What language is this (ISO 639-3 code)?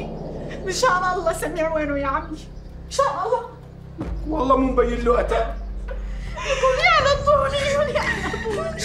apc